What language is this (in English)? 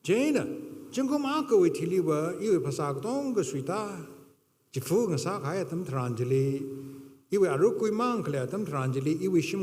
Tangkhul Naga (India)